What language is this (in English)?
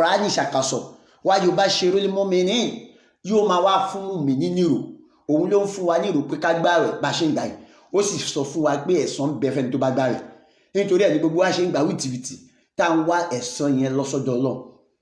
Yoruba